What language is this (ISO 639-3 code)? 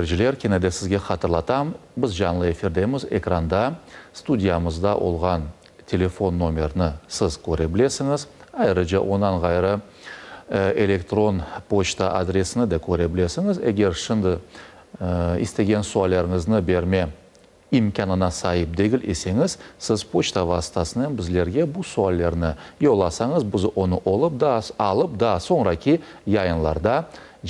crh